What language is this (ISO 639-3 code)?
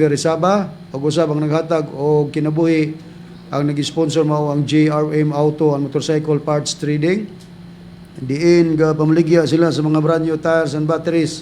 ceb